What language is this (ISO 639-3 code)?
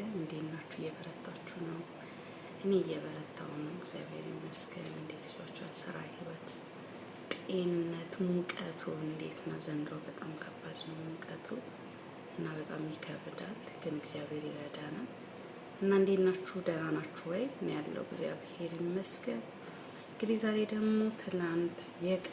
amh